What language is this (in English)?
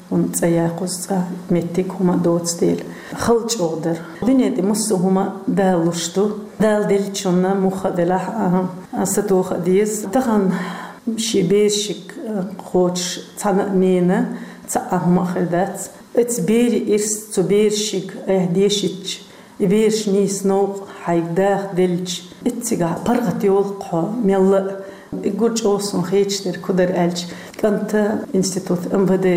Chechen